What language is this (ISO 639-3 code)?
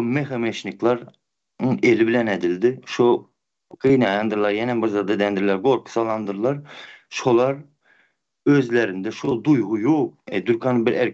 tuk